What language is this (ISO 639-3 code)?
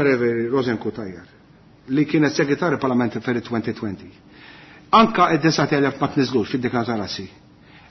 mlt